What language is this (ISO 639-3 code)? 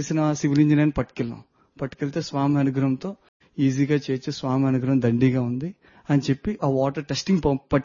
tel